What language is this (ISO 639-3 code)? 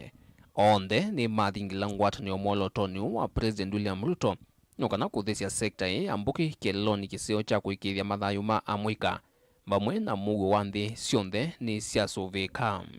kam